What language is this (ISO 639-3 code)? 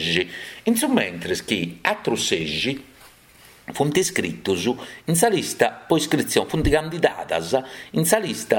srd